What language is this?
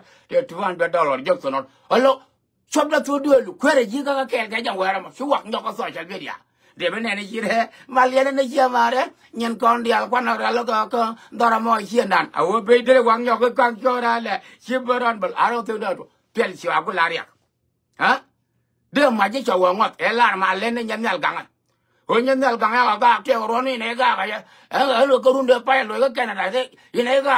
Nuer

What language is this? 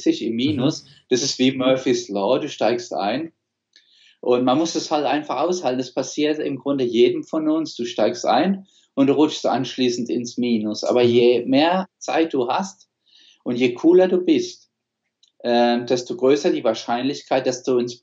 German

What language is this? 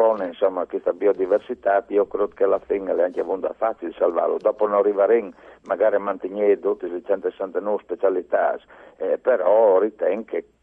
Friulian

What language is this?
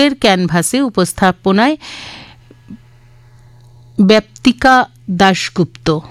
Bangla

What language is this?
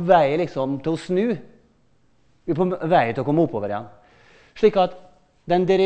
Norwegian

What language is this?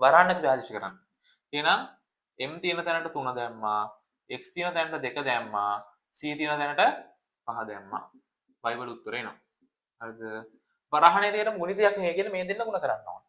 Sinhala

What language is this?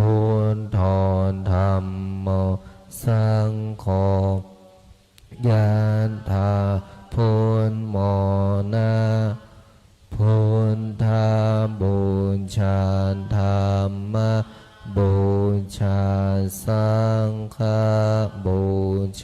Pali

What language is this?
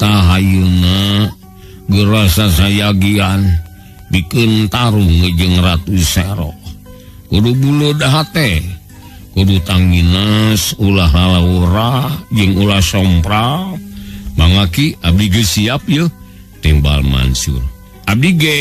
Sundanese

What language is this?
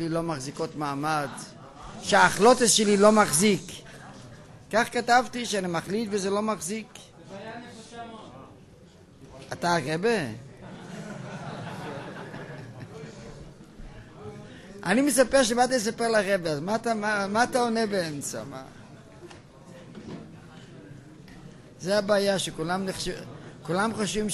Hebrew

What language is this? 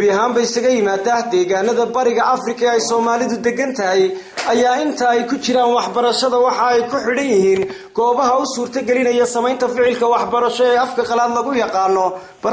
Somali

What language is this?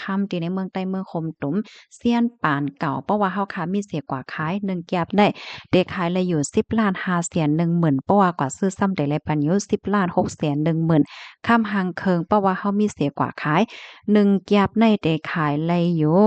Shan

